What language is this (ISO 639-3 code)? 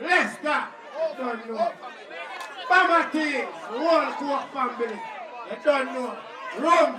jam